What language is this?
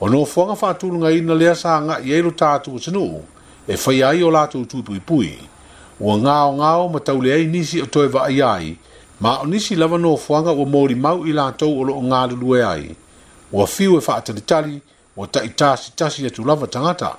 Samoan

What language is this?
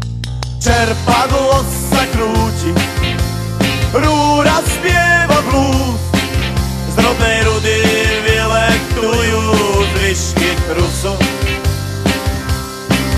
Slovak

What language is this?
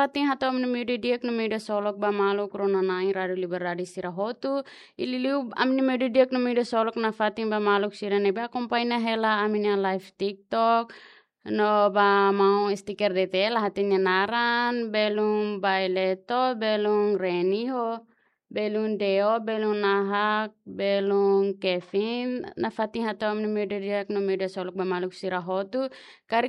Tetum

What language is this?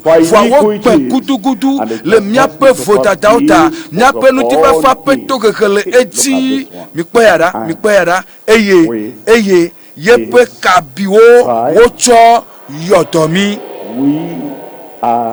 Ewe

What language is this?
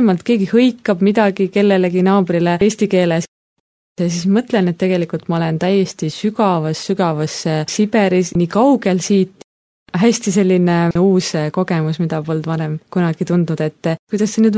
Estonian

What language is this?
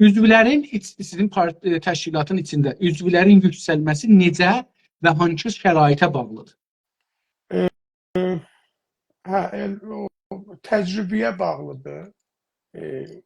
South Azerbaijani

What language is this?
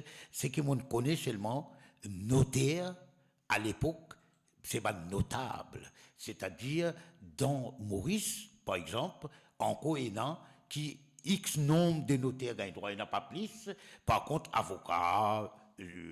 Morisyen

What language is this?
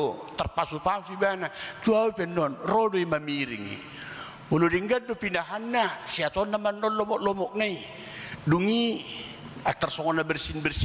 Batak Toba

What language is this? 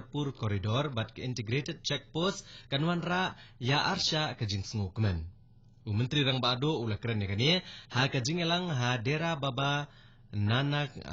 Khasi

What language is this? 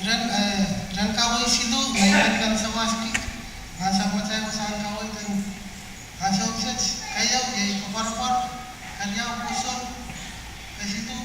Pohnpeian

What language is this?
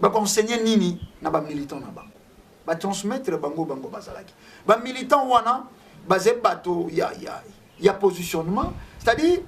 Lingala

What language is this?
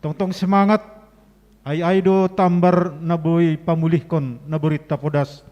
Batak Simalungun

